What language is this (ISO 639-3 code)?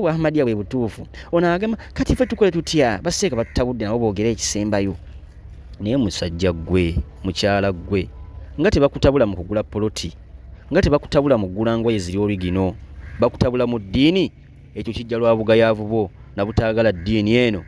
lug